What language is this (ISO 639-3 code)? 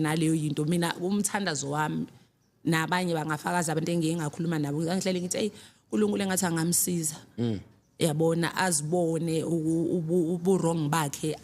zul